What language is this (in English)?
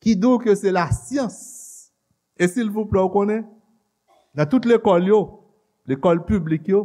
Haitian Creole